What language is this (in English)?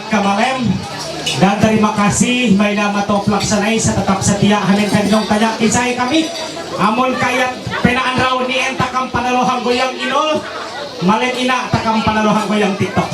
Ma'anyan